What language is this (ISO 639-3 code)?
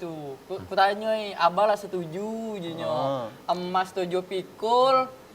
mui